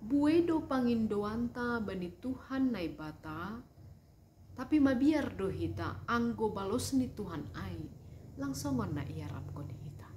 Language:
Batak Simalungun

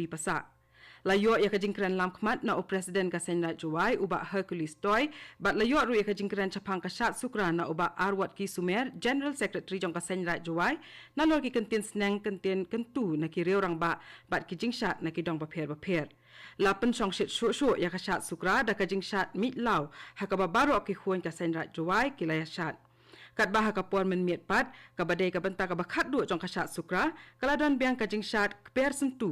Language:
Khasi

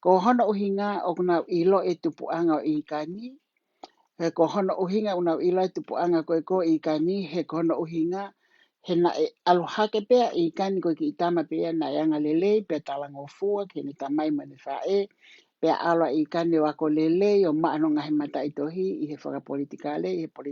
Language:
Tongan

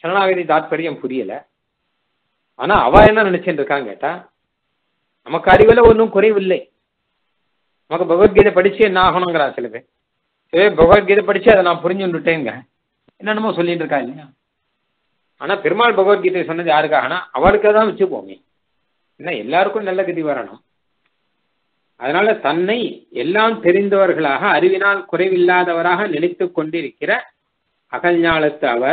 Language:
Tamil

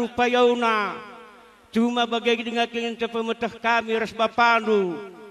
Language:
Batak Karo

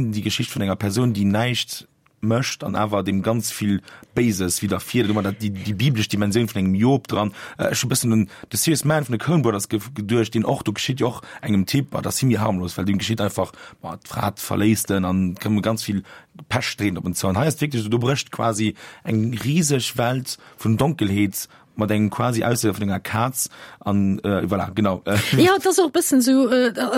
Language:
Luxembourgish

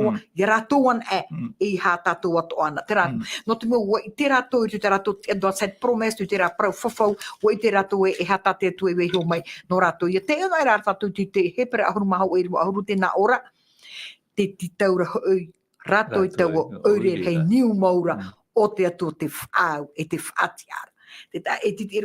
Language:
Tahitian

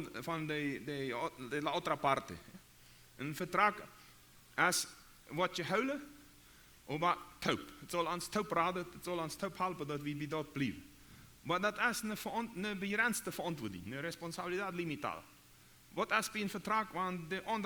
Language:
Plautdietsch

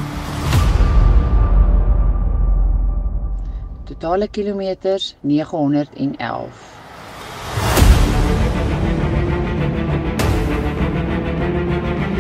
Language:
Afrikaans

